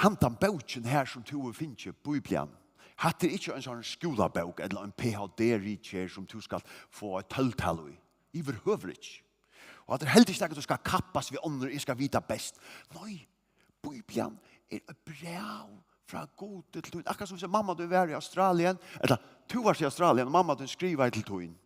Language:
Faroese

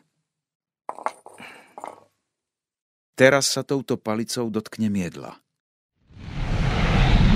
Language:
Slovak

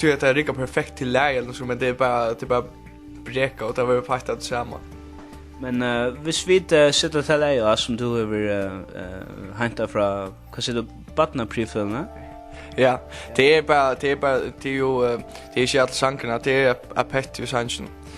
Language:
Faroese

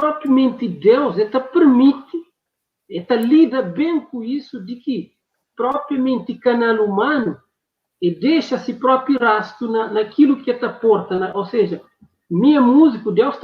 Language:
Kabuverdianu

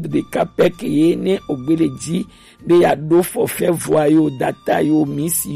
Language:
Gen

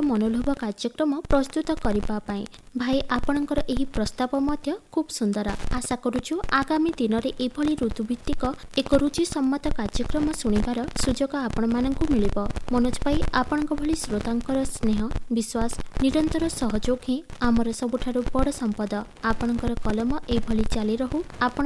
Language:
Odia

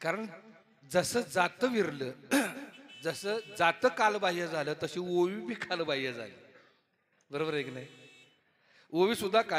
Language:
Marathi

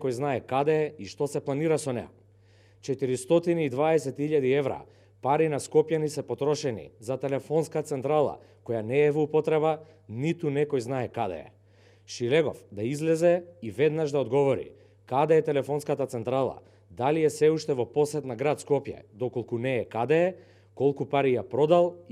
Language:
Macedonian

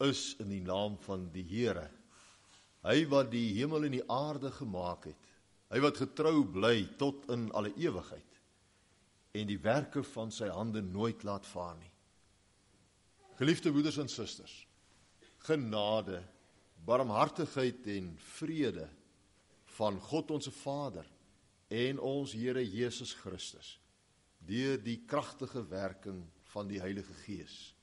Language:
Afrikaans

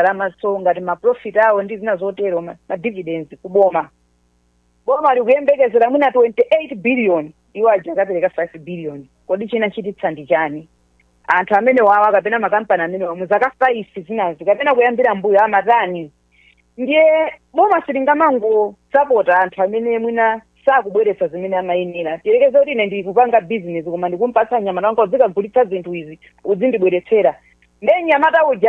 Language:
Nyanja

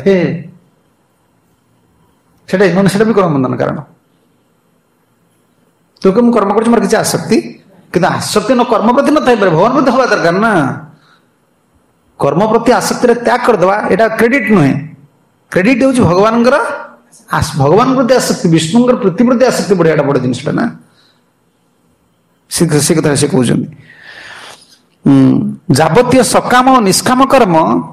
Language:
Odia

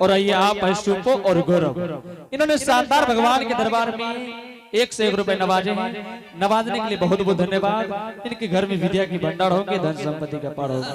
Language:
Angika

